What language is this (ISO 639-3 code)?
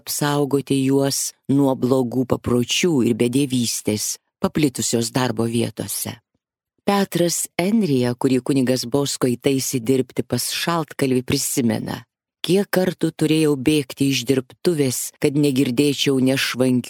lit